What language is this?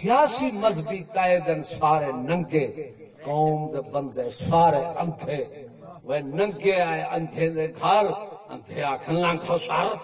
Saraiki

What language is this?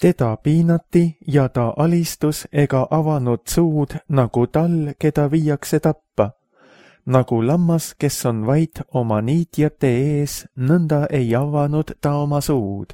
Estonian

